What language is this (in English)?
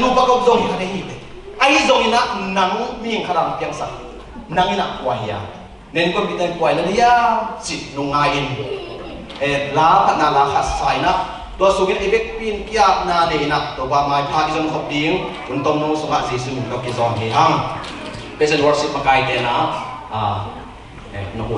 Tedim Chin